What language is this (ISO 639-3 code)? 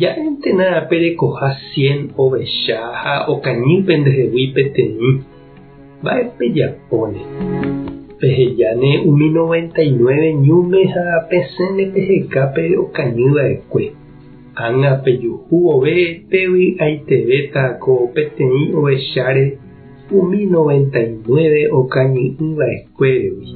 grn